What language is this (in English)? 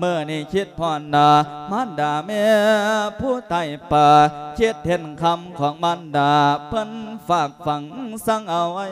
Lao